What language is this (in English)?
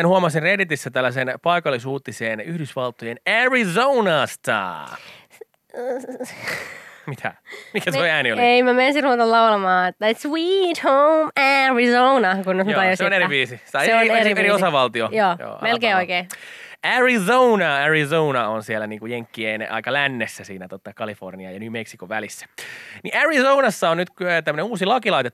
Finnish